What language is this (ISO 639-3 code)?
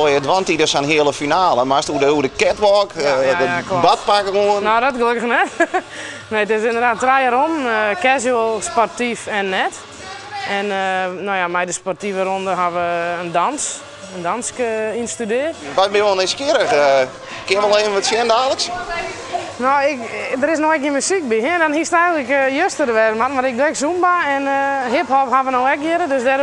fry